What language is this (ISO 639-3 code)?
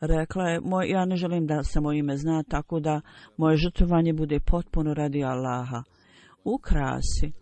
bos